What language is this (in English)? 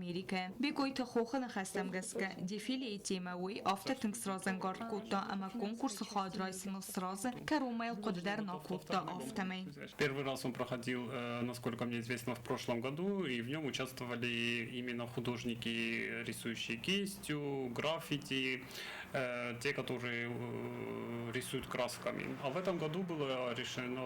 Ossetic